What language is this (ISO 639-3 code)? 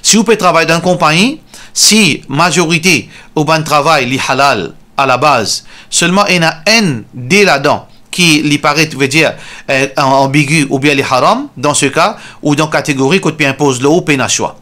mfe